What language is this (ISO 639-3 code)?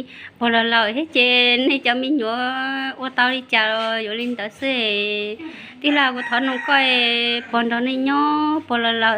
hmn